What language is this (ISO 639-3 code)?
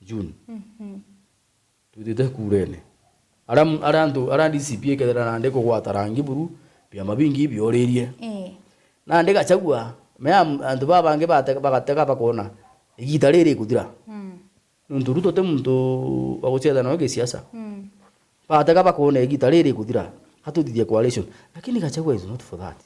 mer